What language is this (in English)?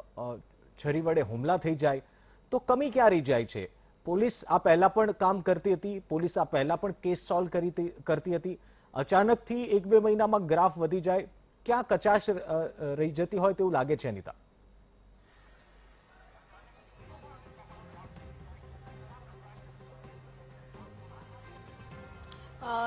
Gujarati